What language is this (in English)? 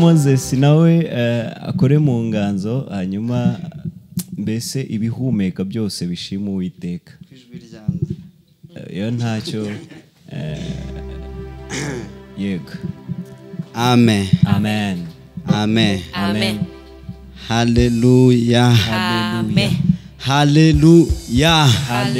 Kinyarwanda